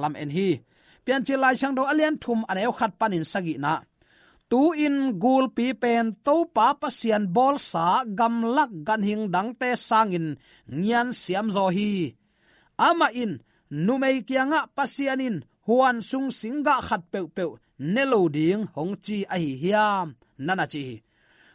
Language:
Tedim Chin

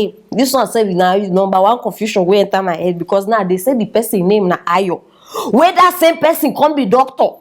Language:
Nigerian Pidgin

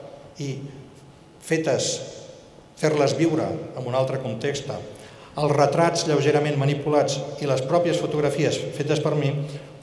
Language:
Catalan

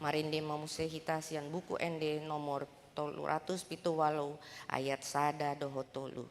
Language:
Batak Toba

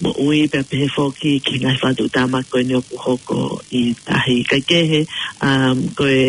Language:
Tongan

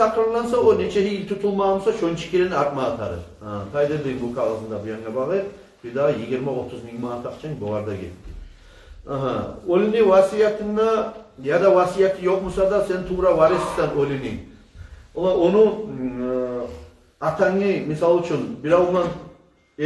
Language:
Kumyk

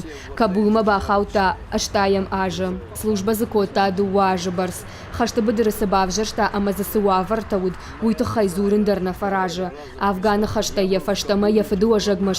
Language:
Ossetic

